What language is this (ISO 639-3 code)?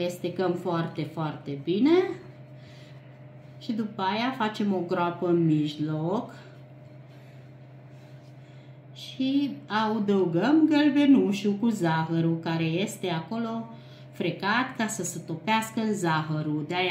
ron